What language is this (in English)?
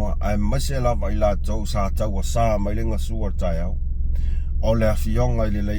Samoan